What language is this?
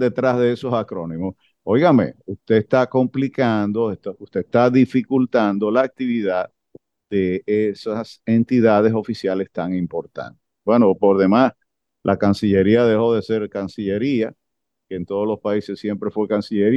Spanish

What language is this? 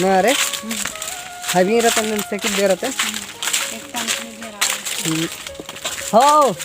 Chhattisgarhi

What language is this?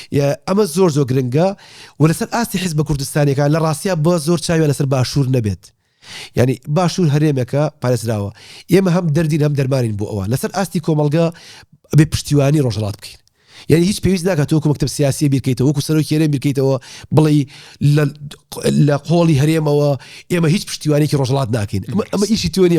Central Kurdish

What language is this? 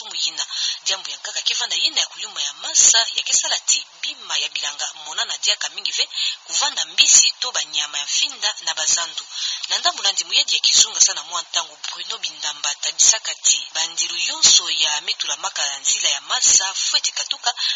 Kituba (Democratic Republic of Congo)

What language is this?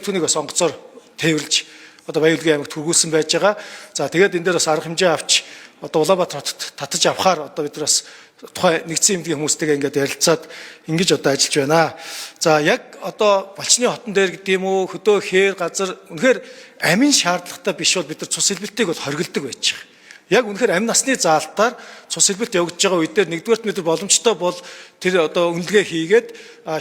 Mongolian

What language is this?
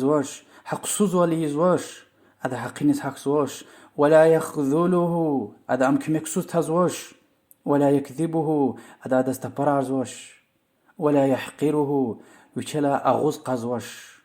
Lezghian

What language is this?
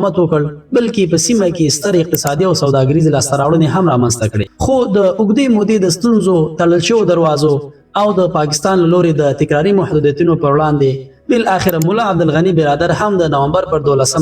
Pashto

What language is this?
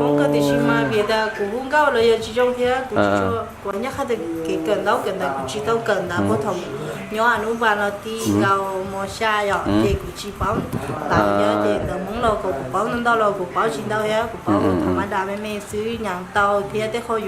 Hmong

